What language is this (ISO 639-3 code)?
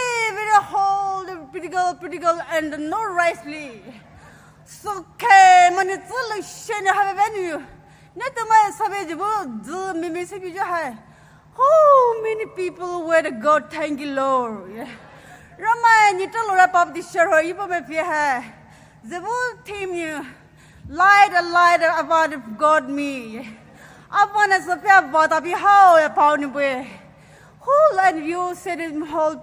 pmx